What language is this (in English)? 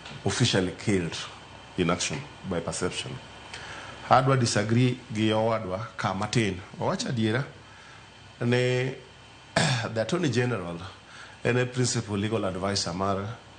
Luo (Kenya and Tanzania)